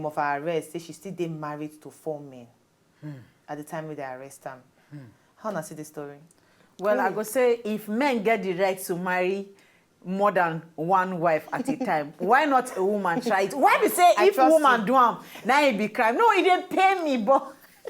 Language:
Nigerian Pidgin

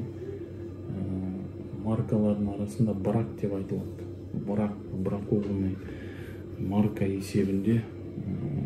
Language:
Kazakh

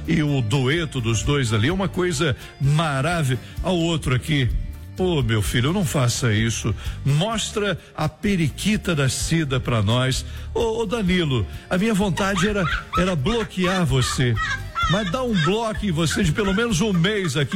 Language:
Portuguese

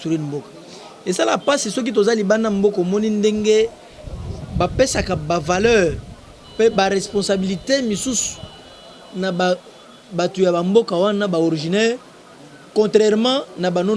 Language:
Lingala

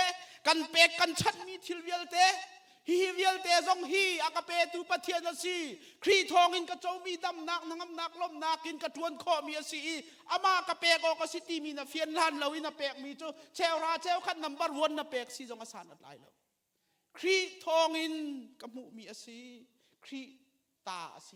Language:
Hakha Chin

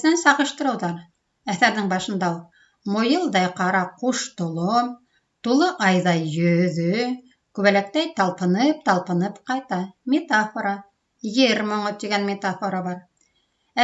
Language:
Bashkir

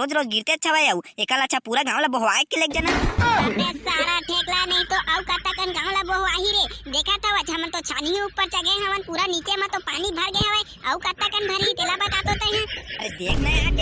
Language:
Chhattisgarhi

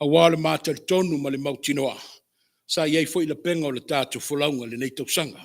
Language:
Samoan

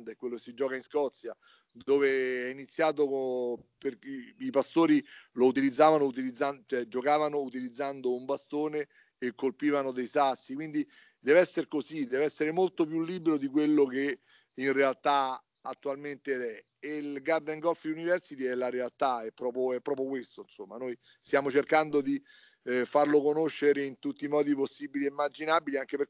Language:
Italian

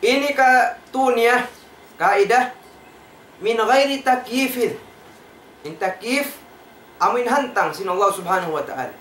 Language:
Tausug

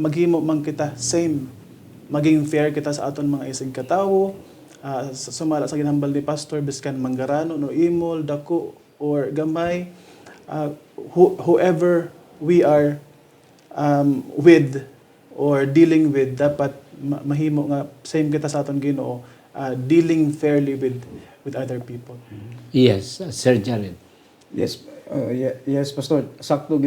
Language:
Hiligaynon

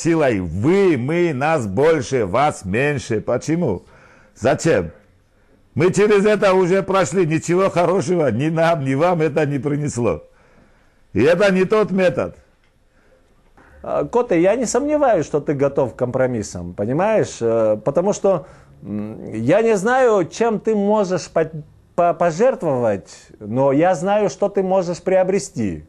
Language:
Russian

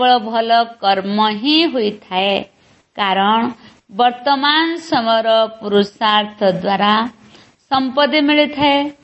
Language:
Odia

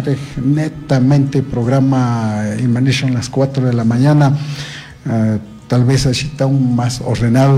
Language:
Chimborazo Highland Quichua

